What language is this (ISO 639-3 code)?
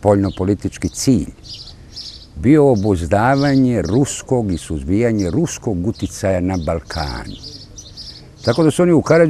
srp